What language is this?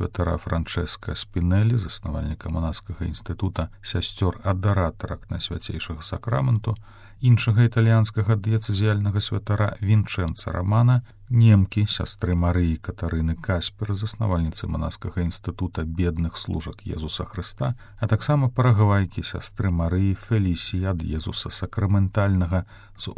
Belarusian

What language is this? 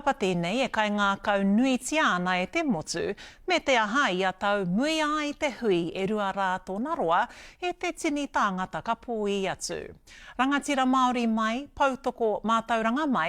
Māori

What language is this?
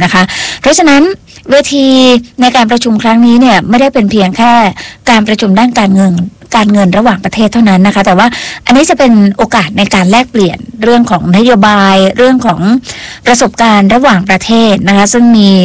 Thai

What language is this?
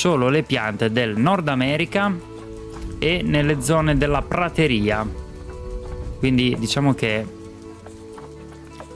Italian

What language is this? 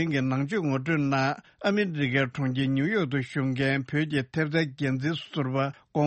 Tibetan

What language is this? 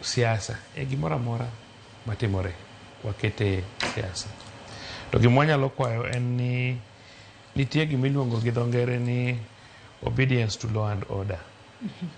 Luo (Kenya and Tanzania)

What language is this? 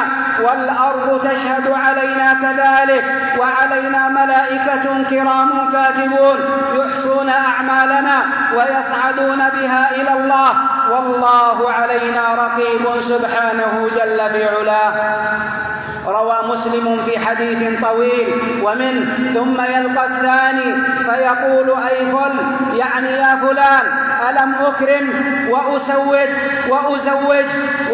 Arabic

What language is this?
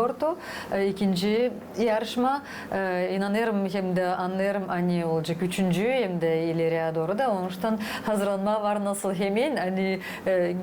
Gagauz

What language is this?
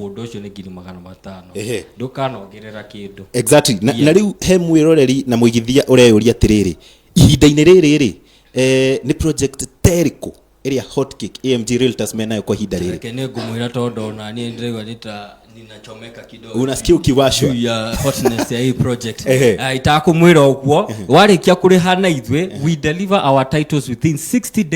Kikuyu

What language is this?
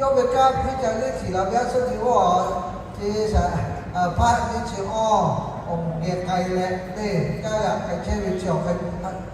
Lahu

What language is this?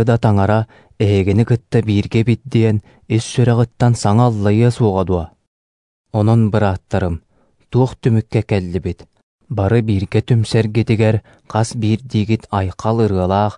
Yakut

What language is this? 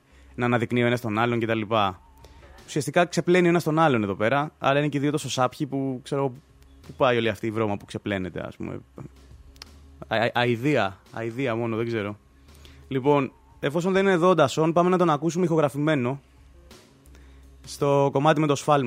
Greek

